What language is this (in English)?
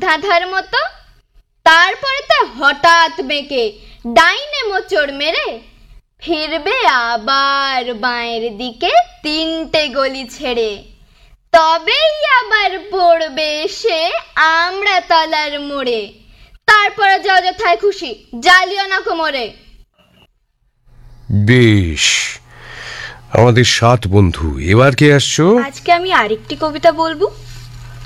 Bangla